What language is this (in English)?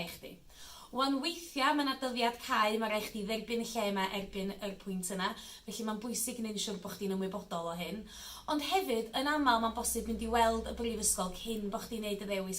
Welsh